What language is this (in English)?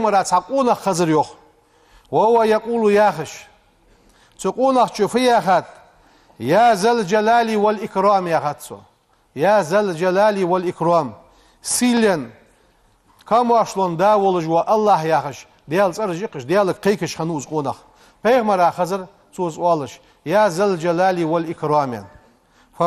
Ingush